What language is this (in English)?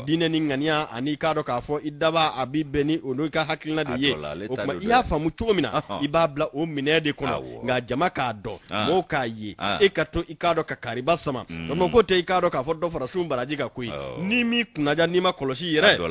Bambara